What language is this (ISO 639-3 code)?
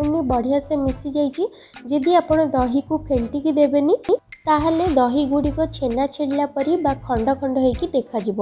ori